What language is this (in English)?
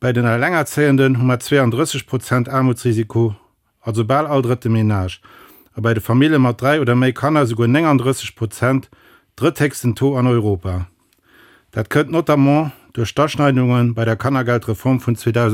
Luxembourgish